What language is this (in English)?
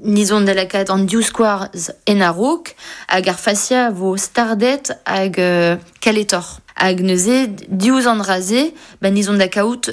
Breton